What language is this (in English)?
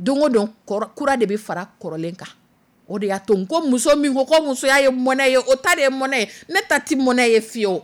Dyula